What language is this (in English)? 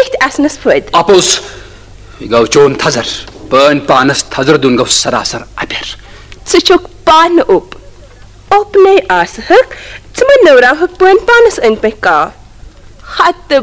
Kashmiri